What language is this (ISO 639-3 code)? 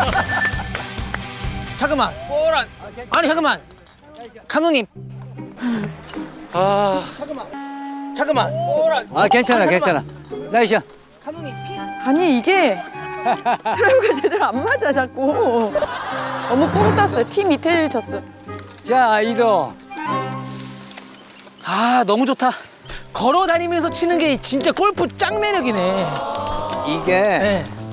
kor